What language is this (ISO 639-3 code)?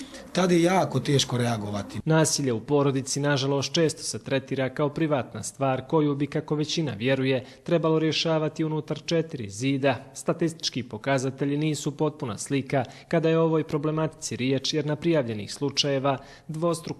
bos